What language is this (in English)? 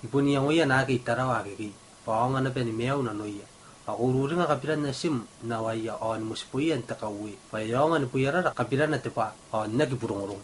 Gilbertese